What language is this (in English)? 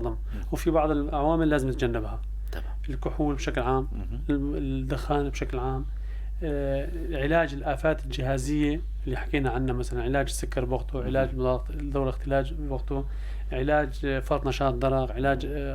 North Levantine Arabic